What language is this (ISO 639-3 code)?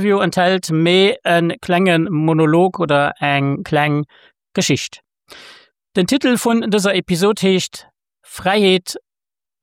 ltz